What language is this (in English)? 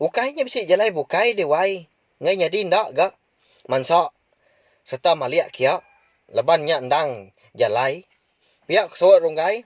Iban